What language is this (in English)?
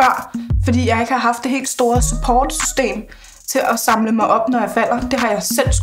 Danish